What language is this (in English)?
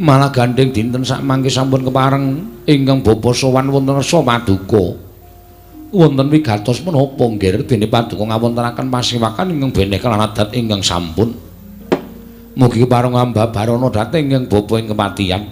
Javanese